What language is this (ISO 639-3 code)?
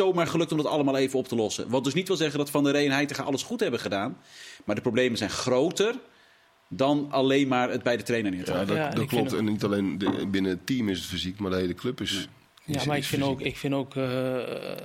nld